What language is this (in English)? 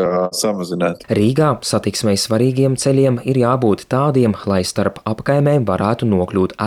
Latvian